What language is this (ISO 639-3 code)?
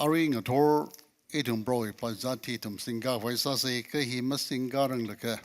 nmf